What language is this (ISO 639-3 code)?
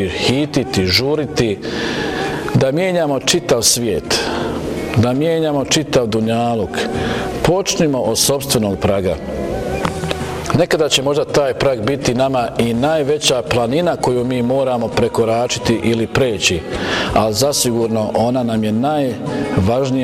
bos